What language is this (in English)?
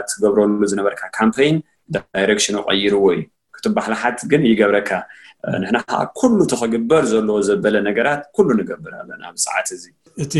Tigrinya